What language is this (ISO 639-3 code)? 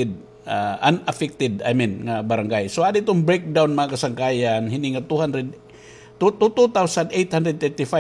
war